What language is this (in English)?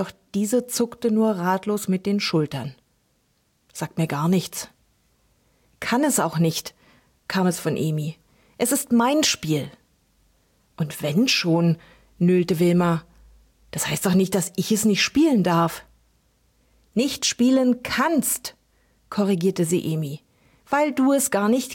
German